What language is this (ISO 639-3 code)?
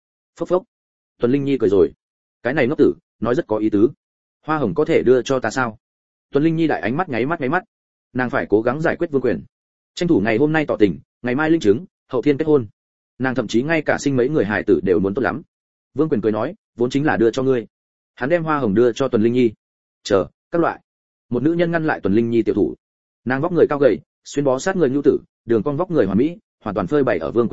vie